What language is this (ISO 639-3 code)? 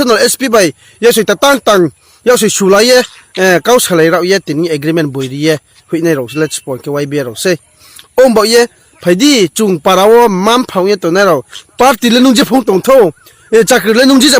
ria